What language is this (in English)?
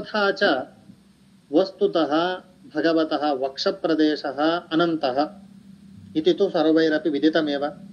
Sanskrit